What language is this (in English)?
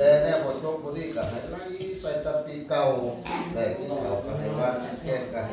Northeastern Thai